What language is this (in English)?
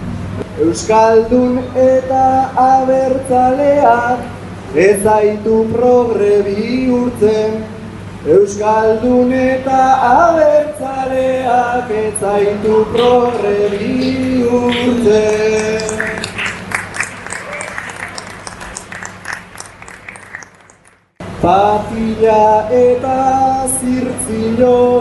Basque